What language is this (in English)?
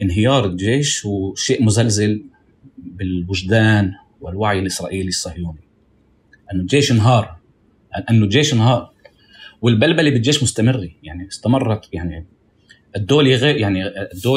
North Levantine Arabic